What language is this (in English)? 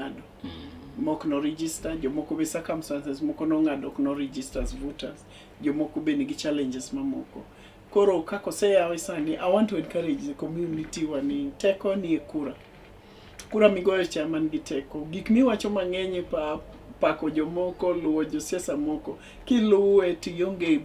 Luo (Kenya and Tanzania)